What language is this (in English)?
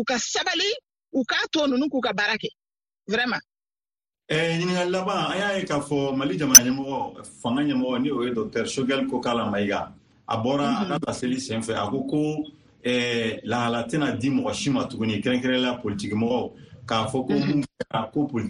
Bambara